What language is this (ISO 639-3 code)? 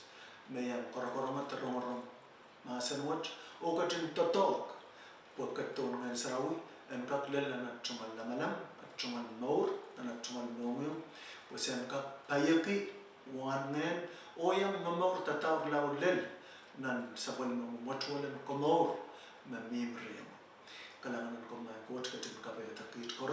pon